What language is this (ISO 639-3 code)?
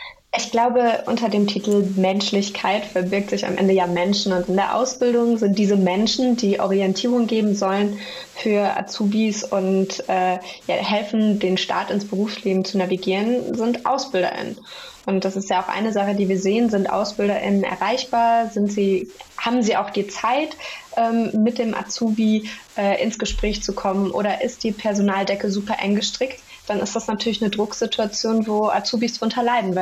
deu